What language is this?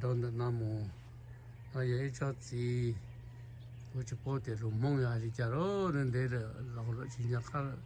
Hmong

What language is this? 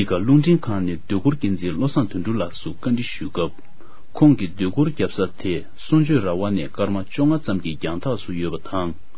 Tibetan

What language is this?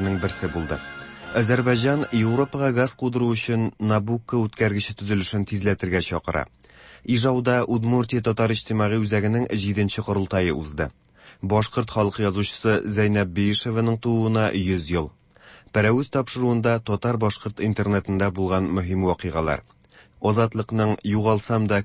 Tatar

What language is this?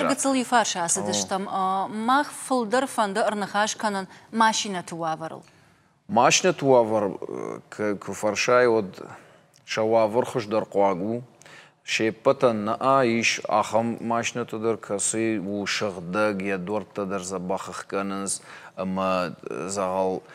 Ossetic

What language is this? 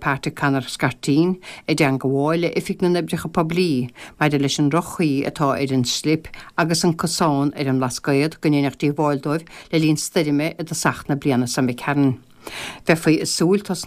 Irish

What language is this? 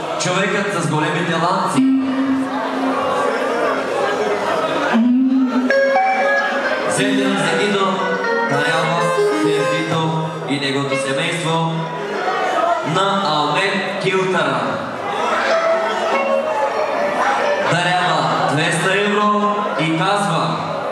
Bulgarian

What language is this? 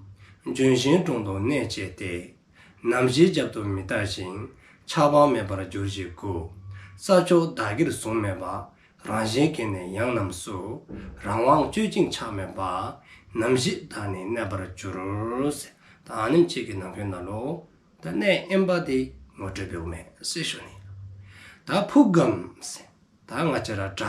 Dzongkha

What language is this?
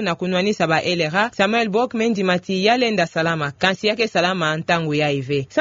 Kituba (Democratic Republic of Congo)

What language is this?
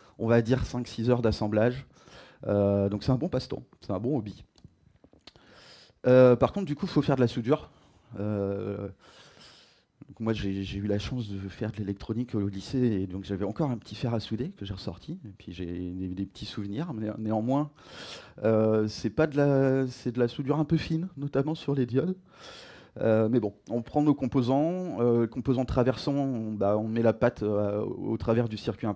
French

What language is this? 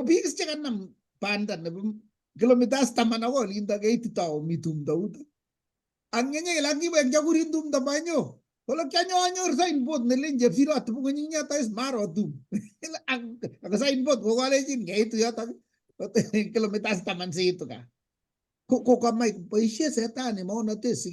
Kalenjin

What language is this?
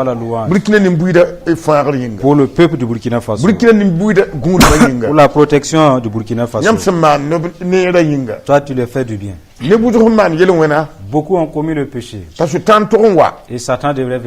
Mossi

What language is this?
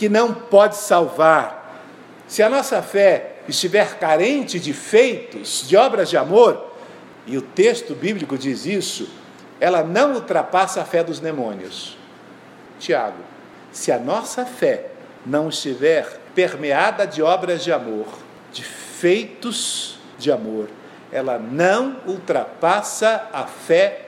Portuguese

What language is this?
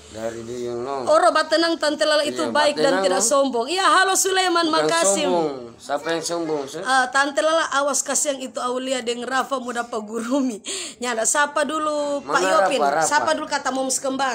Manado Malay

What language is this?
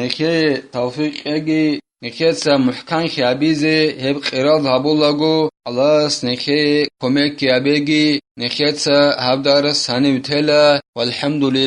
Avaric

